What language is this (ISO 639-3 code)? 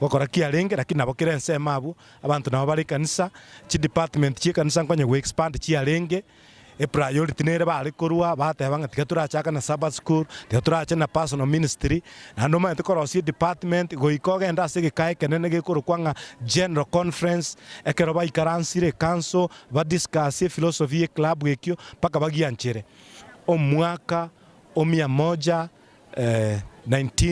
guz